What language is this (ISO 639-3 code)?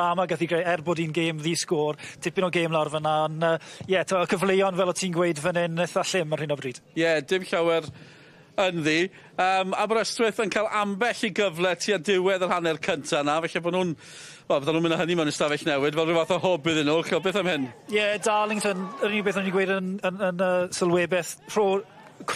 cym